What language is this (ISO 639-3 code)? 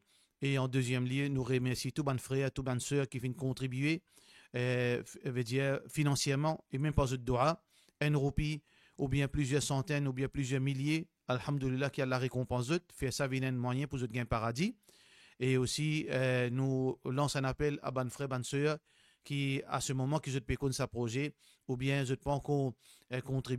mfe